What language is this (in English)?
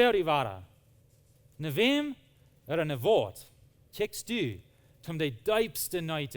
Plautdietsch